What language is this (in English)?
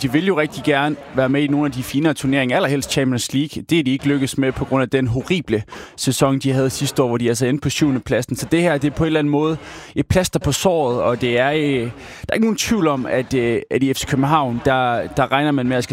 Danish